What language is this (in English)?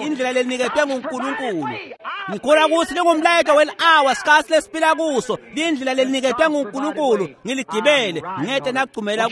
Swati